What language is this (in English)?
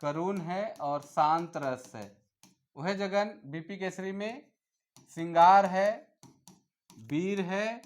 Sadri